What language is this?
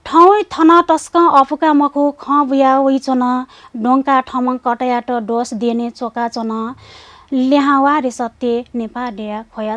Newari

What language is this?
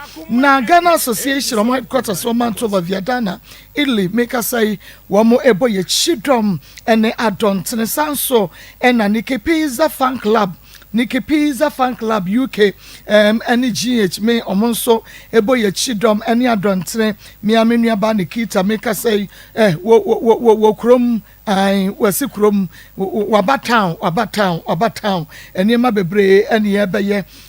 Akan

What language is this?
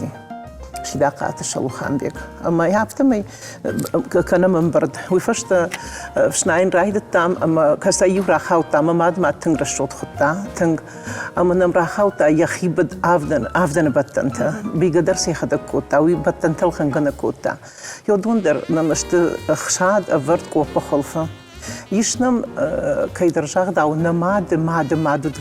Ossetic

